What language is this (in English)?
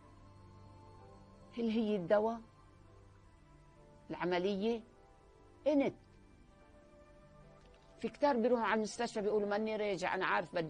North Levantine Arabic